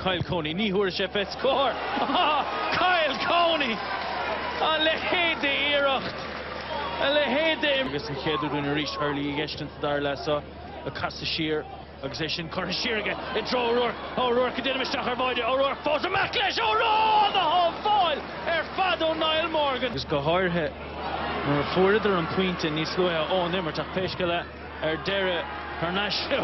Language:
Irish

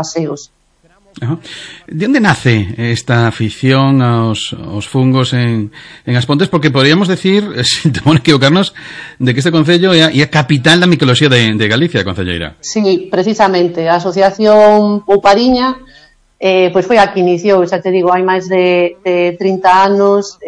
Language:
Galician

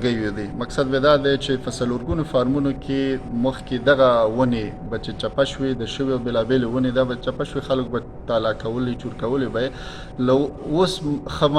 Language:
Pashto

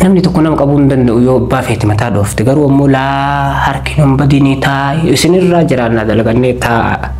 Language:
Oromo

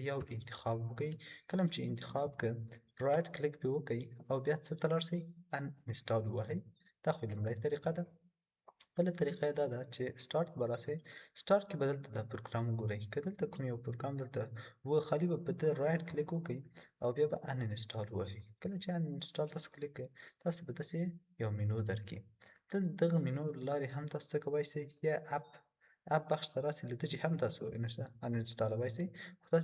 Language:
Pashto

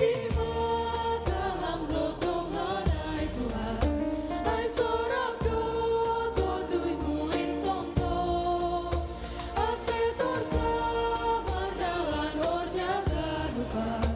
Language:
Batak Simalungun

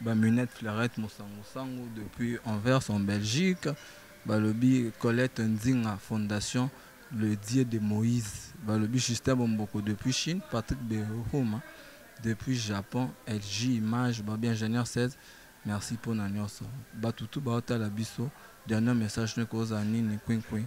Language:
Lingala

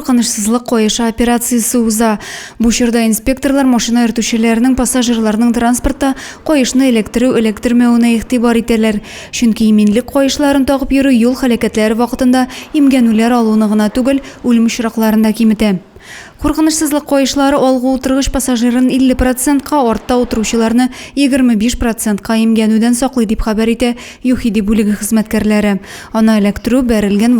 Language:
Tatar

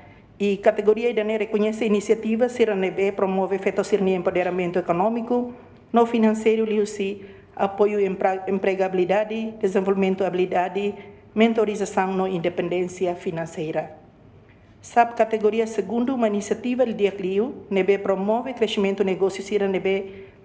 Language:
Tetum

